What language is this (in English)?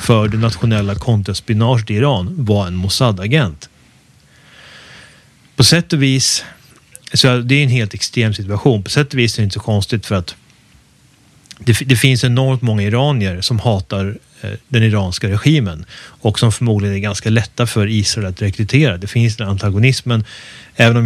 Swedish